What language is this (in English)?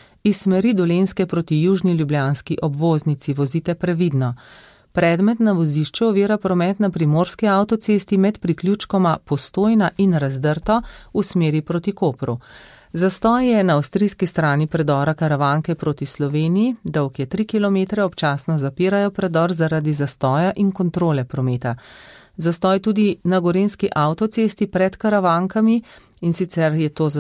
Slovenian